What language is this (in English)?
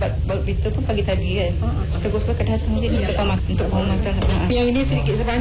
Malay